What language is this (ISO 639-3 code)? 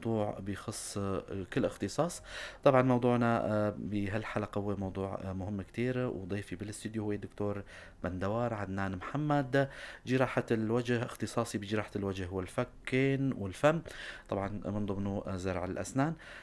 apc